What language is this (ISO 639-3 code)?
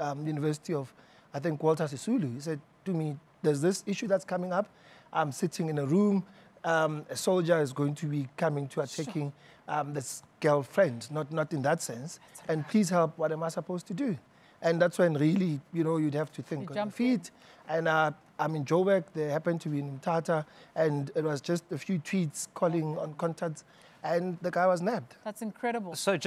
eng